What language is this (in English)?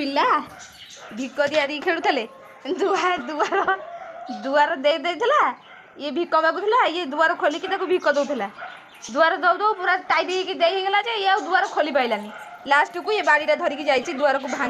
Odia